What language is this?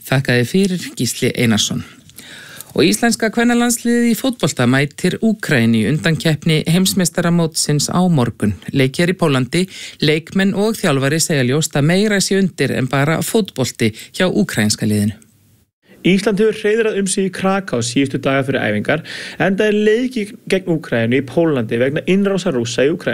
Icelandic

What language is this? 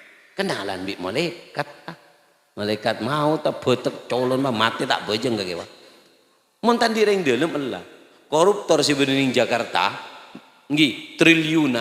Madurese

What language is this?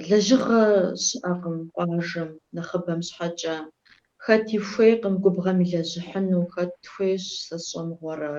Kabardian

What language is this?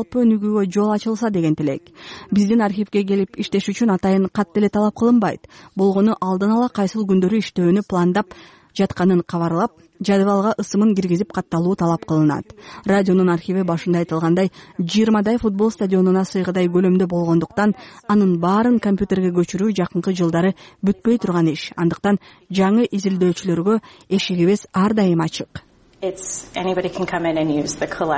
Kyrgyz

